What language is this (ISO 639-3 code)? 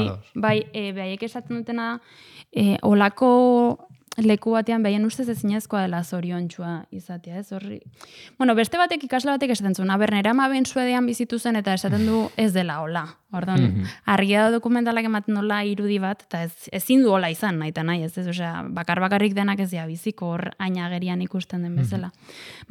eus